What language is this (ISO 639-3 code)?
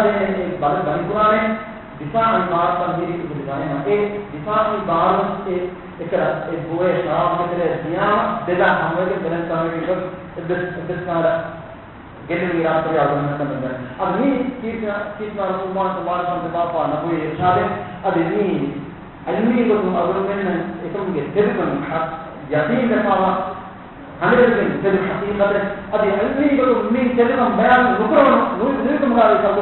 div